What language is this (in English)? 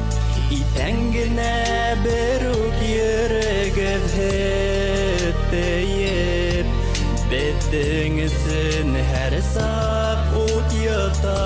Bashkir